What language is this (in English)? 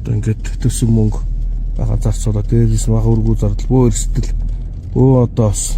Mongolian